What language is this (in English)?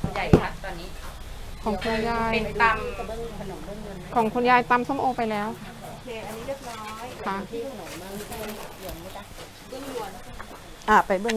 Thai